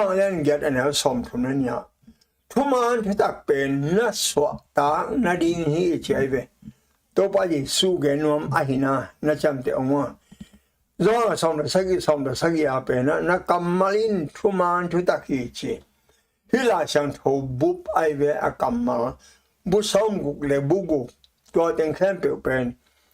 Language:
Tedim Chin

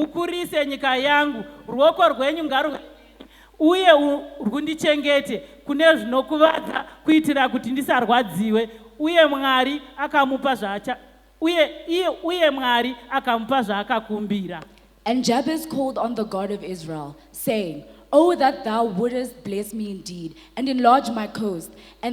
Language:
Shona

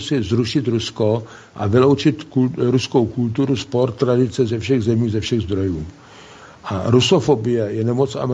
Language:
Czech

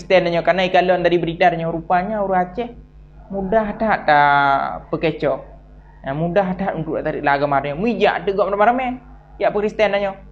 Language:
Achinese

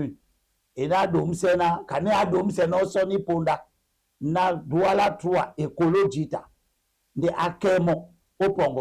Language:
Duala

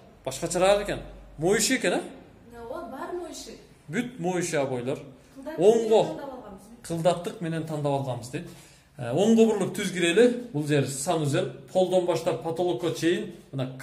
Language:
Kyrgyz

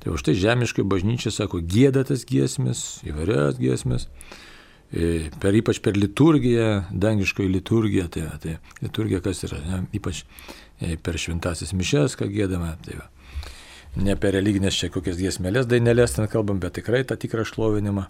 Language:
Lithuanian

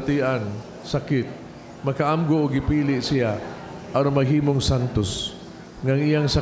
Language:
Cebuano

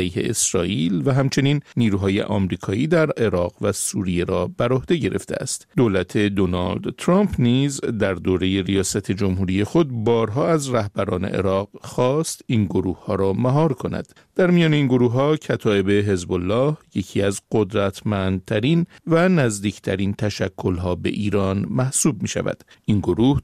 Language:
Persian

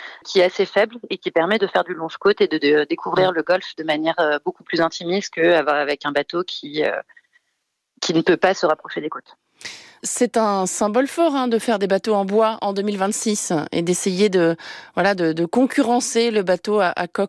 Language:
French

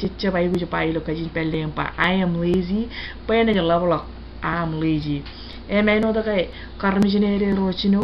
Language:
Marshallese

